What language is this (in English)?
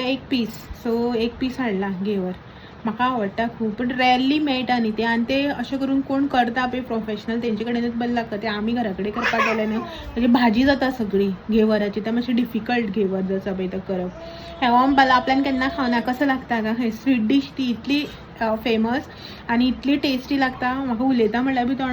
Konkani